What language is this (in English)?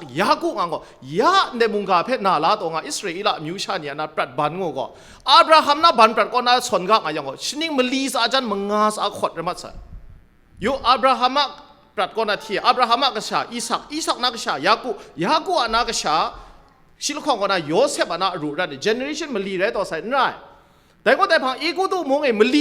Kachin